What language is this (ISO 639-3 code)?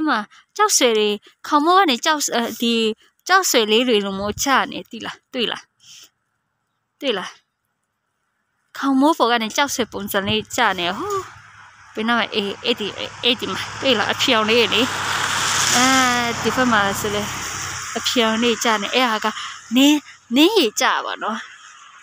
mya